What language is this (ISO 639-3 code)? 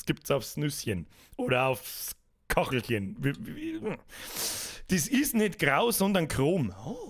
bar